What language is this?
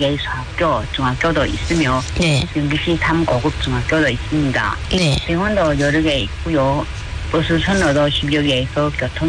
Korean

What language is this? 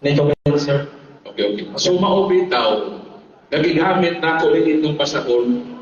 Cebuano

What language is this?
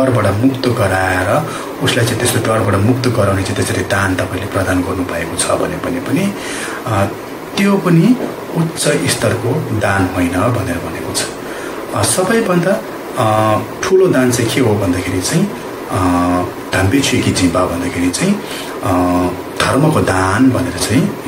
Nepali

